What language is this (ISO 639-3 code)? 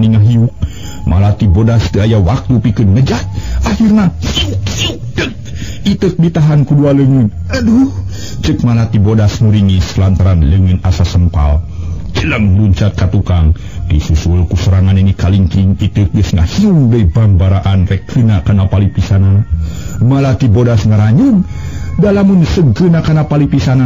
sun